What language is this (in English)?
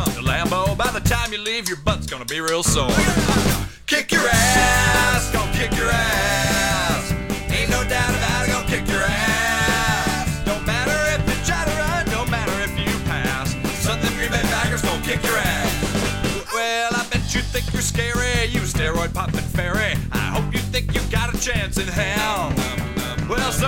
English